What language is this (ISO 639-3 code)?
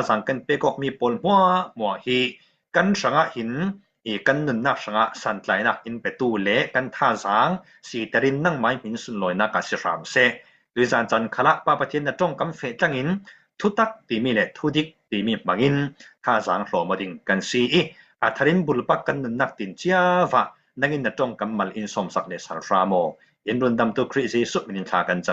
cfm